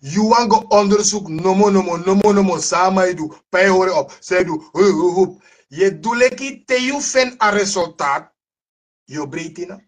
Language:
Sranan Tongo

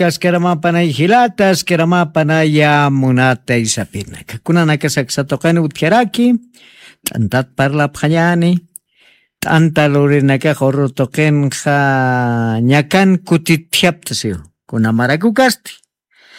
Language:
Aymara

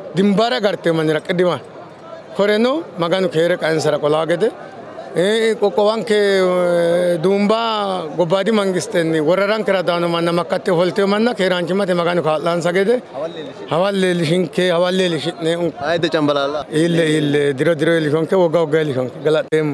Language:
Sidamo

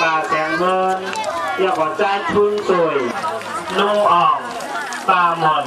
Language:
Shan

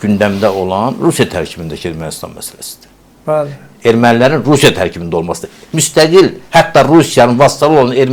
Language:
Azerbaijani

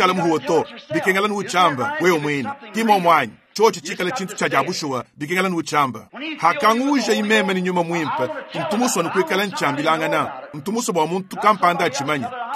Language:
Luba-Lulua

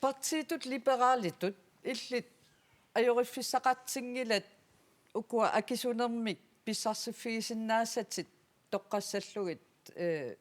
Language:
Kalaallisut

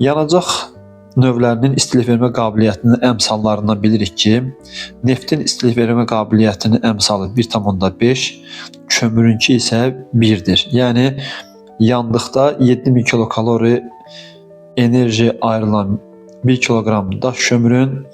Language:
Azerbaijani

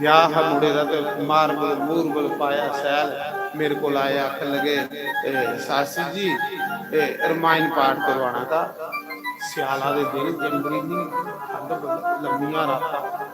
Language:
Dogri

